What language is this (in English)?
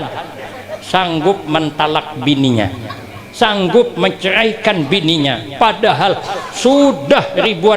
Banjar